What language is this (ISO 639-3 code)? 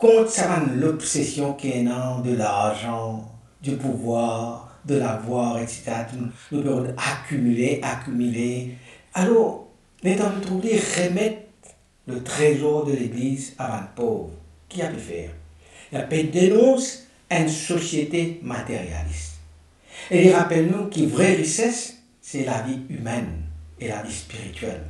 mfe